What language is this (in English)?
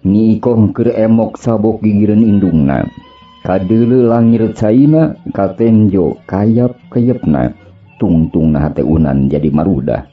Sundanese